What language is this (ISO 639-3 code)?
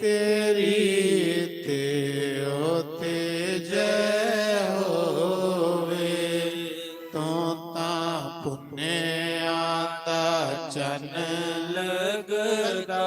doi